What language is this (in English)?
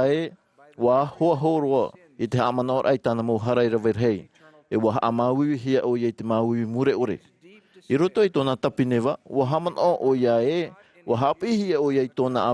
Tahitian